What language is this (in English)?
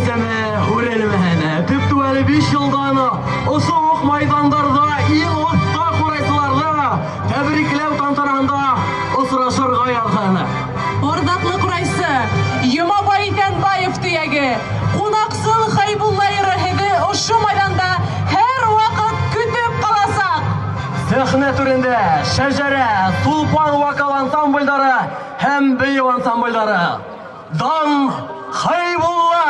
Bashkir